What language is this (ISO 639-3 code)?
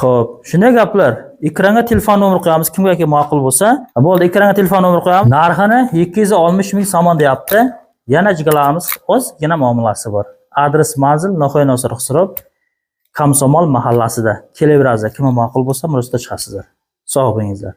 uzb